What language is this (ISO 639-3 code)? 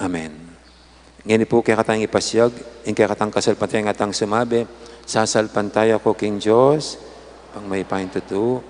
pam